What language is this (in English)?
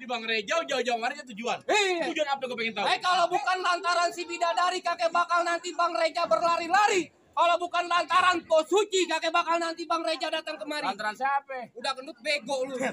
Betawi